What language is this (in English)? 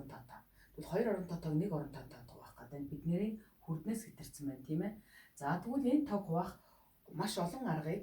Mongolian